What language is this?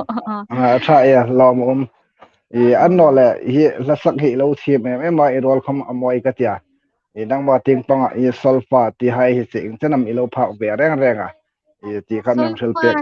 Hmar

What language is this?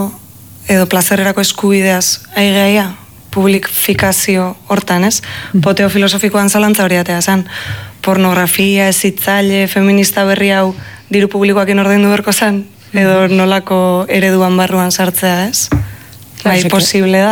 Basque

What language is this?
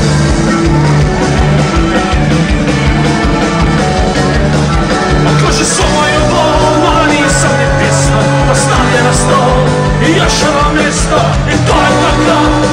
English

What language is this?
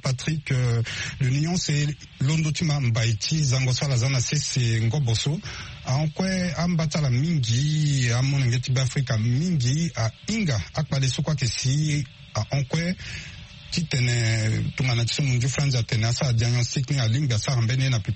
Sango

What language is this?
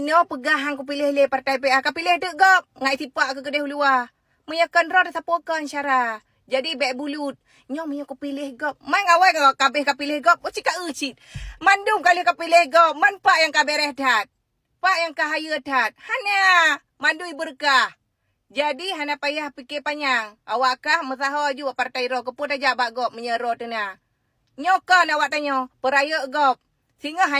Achinese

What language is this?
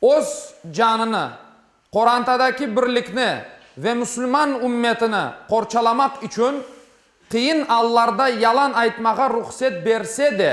Crimean Tatar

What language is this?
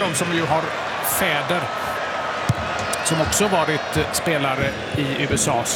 Swedish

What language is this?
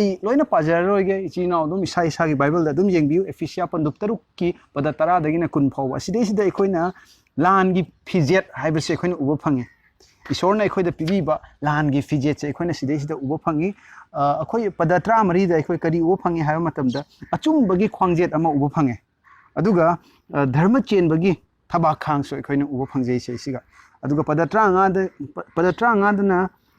Manipuri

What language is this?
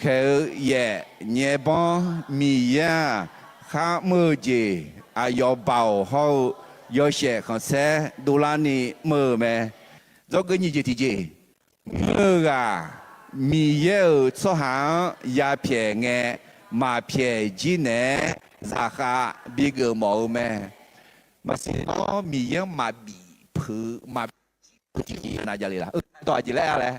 Akha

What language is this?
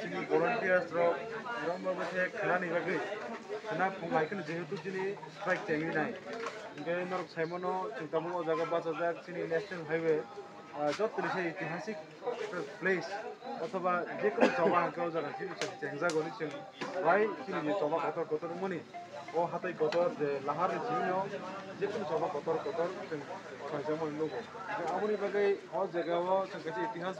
Kok Borok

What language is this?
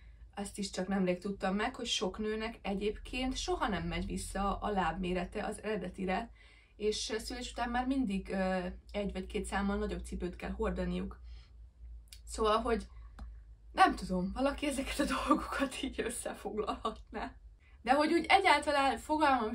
Hungarian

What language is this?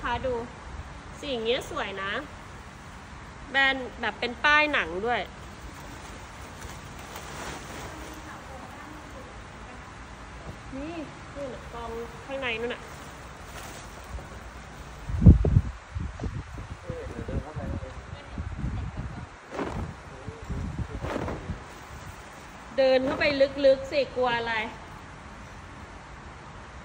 Thai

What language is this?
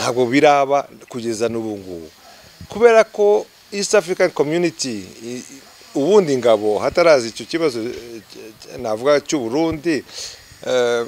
Kinyarwanda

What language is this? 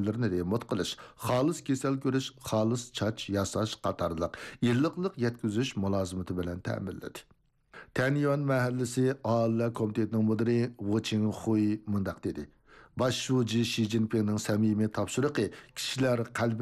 Uyghur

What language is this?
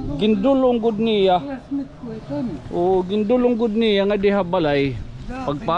Waray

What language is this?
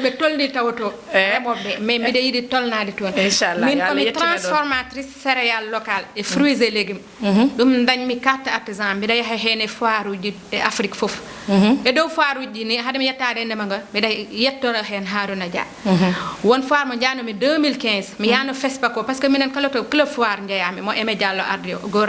Fula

